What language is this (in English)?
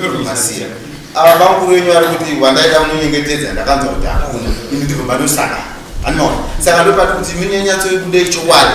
Shona